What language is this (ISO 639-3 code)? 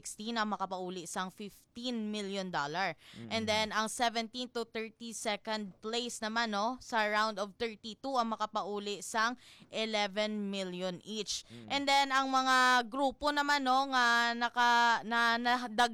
hil